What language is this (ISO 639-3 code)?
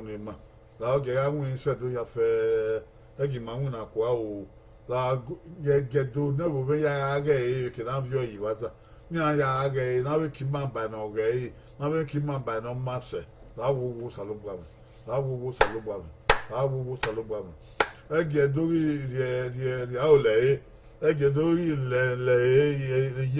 bin